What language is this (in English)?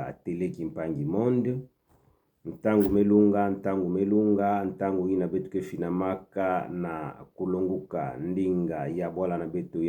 Kituba (Democratic Republic of Congo)